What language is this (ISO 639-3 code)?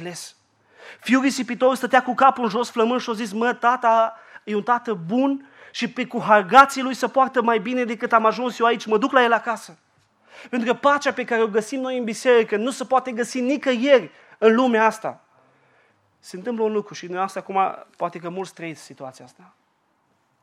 ron